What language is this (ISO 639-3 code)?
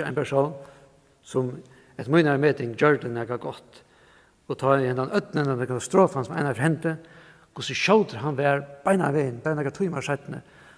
fao